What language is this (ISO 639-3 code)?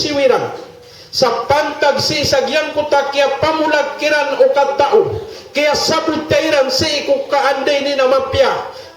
mrw